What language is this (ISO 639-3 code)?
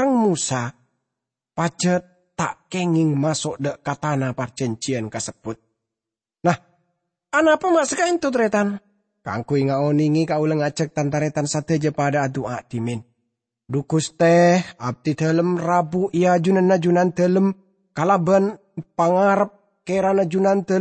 mad